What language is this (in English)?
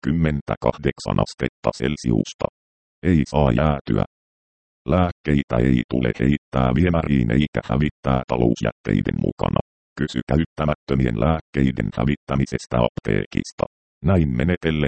Finnish